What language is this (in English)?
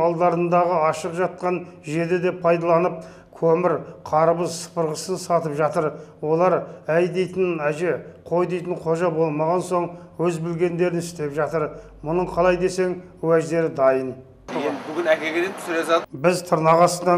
Kazakh